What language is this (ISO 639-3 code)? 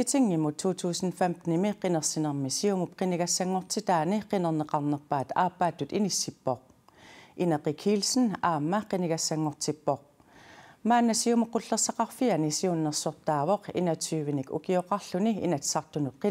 kal